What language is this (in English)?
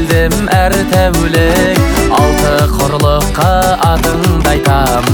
Kazakh